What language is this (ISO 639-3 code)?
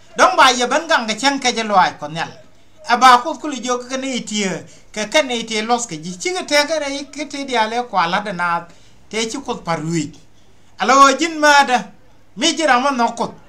nus